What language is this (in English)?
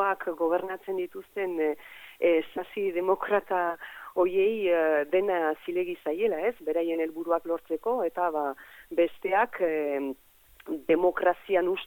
Basque